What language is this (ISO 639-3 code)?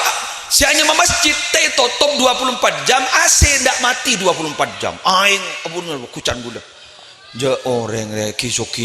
mad